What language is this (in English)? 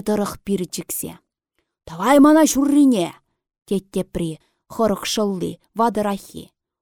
Chuvash